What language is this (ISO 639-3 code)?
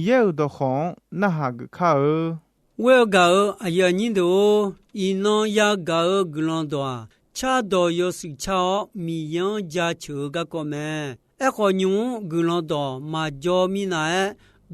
ahk